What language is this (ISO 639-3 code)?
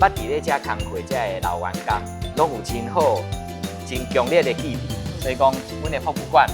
nan